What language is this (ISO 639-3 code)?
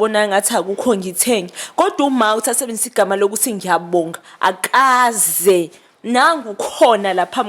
zul